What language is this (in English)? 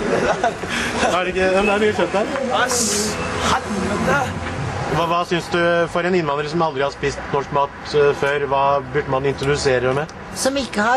Norwegian